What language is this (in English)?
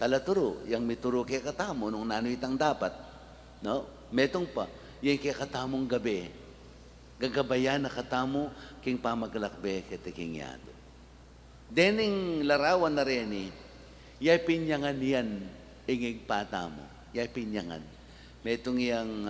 Pampanga